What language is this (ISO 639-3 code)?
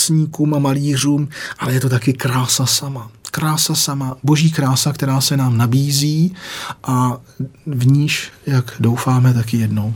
ces